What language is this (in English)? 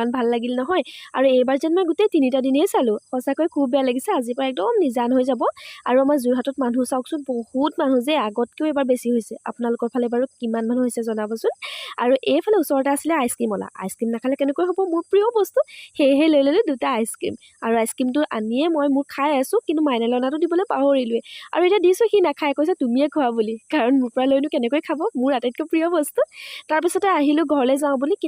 Assamese